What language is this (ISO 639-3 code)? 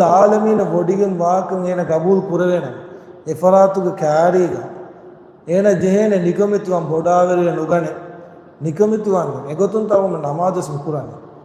div